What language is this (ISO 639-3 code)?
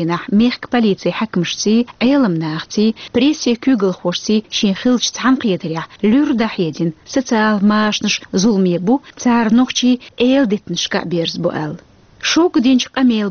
che